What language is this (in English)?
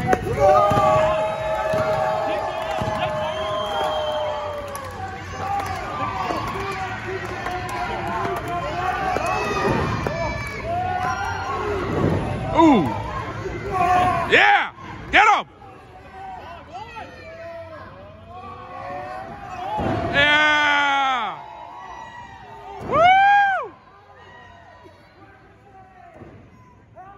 English